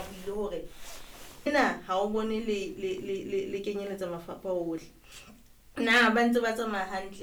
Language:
Southern Sotho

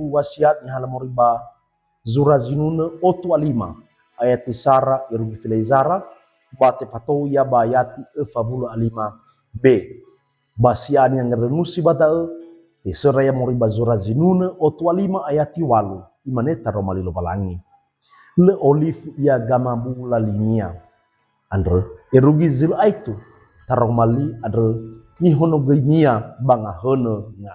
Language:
Nias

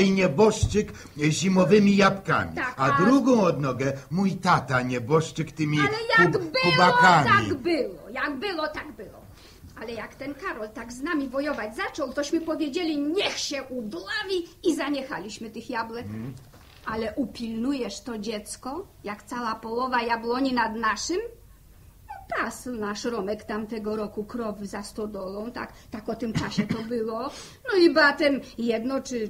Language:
Polish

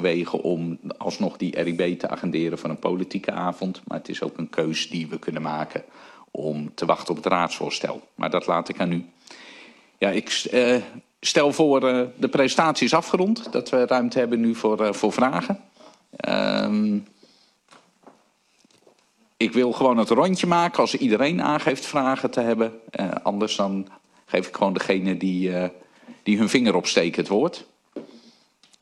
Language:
Dutch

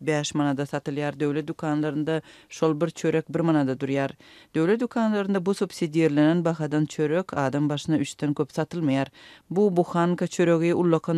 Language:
Turkmen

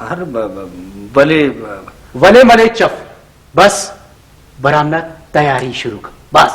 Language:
Brahui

